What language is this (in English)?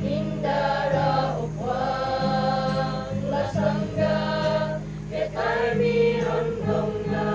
Toraja-Sa'dan